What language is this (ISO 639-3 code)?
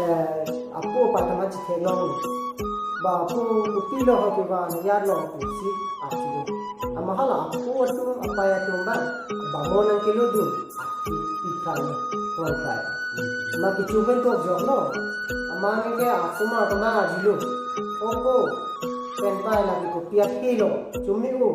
mjw